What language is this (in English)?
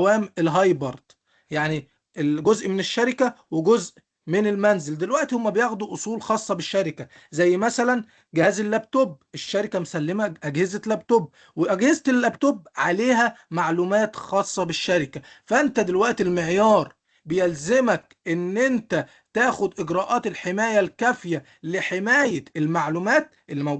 Egyptian Arabic